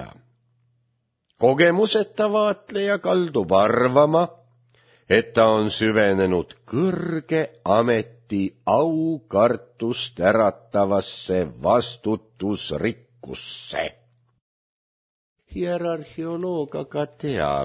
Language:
Estonian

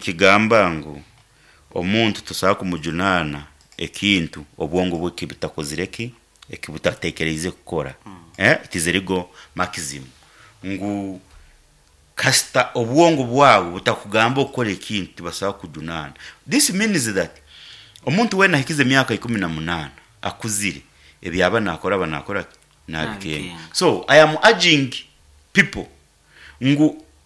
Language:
Nyankole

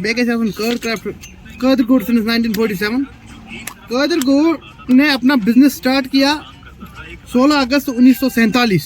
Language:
Kashmiri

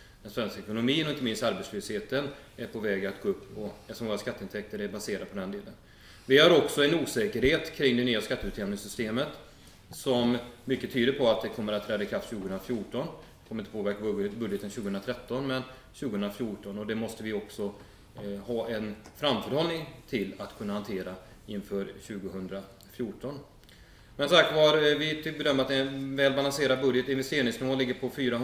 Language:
Swedish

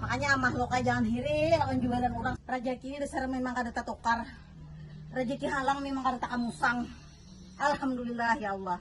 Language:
Banjar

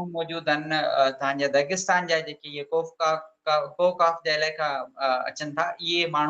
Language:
Sindhi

